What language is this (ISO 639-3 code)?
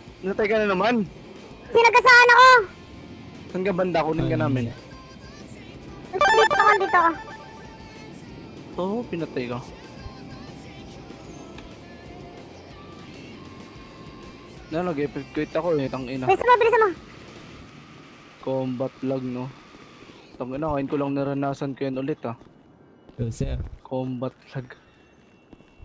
fil